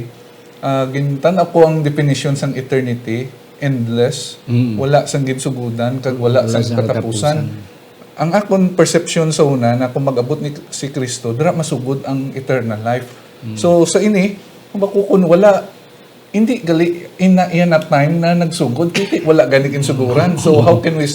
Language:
Hiligaynon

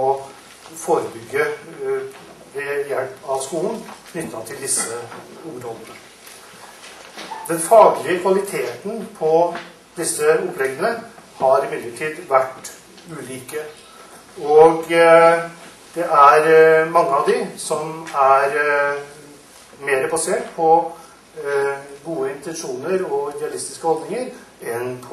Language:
Norwegian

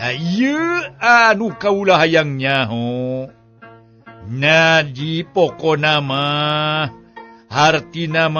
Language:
Sundanese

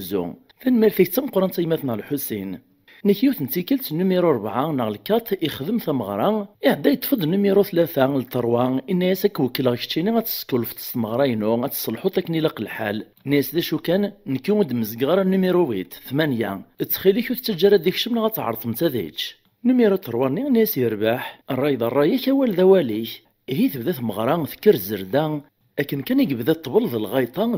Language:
Kabyle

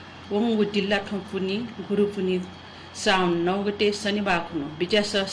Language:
Newari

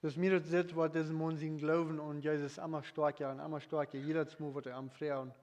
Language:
Plautdietsch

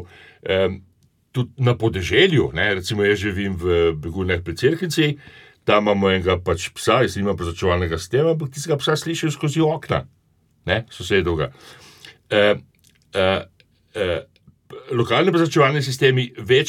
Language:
Slovenian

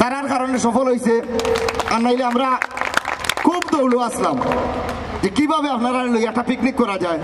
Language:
Sylheti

